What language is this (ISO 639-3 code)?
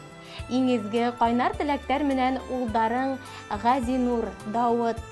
bak